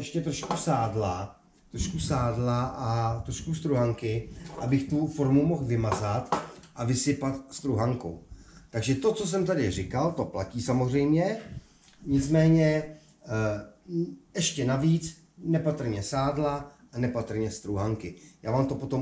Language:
Czech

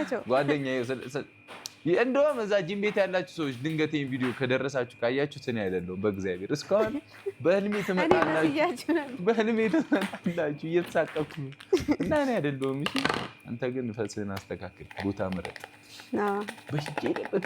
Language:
Amharic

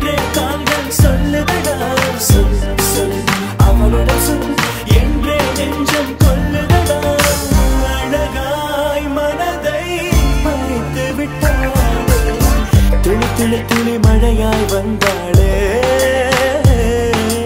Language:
Tamil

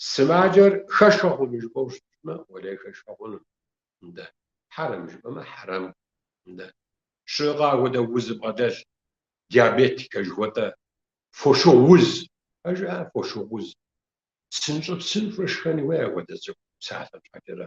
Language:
Kabardian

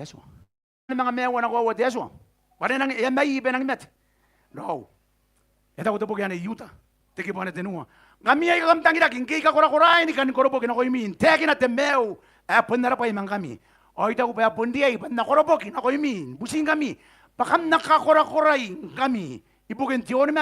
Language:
Gilbertese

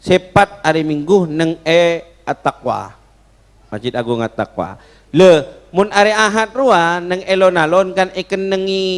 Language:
Madurese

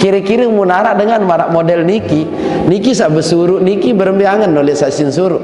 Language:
Sasak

